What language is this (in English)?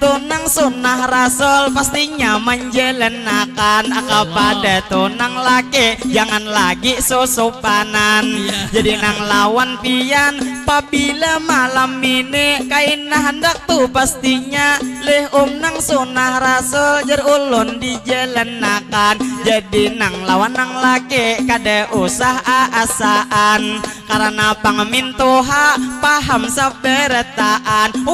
Banjar